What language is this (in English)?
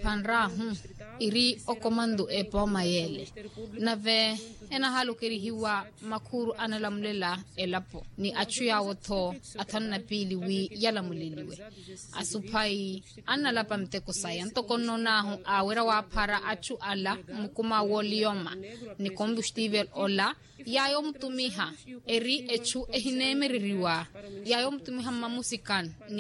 Makhuwa